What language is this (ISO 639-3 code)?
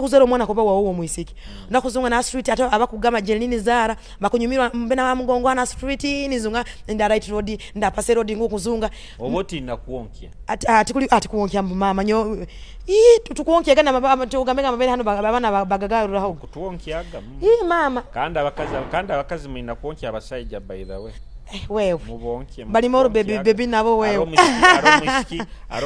nyo